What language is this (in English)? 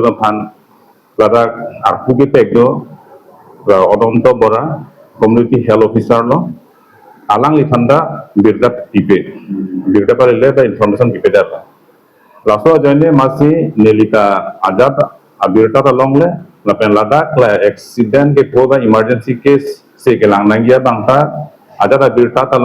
Karbi